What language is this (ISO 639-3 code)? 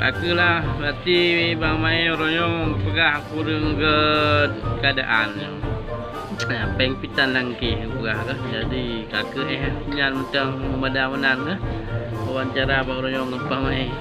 ace